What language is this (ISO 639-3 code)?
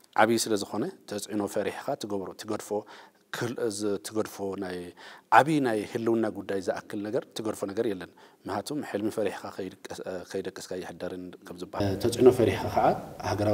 tir